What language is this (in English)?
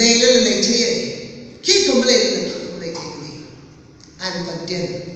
Tangkhul Naga (India)